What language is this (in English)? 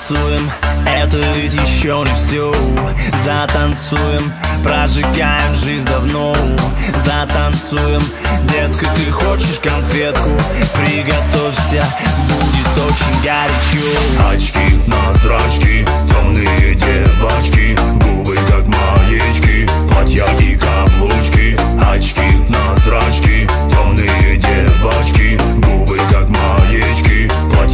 Russian